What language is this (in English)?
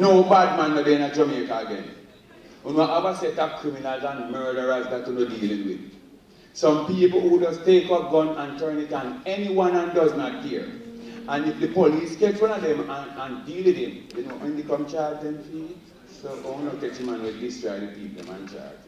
Jamaican Creole English